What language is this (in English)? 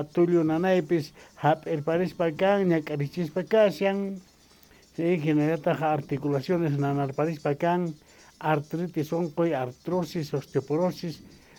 South Bolivian Quechua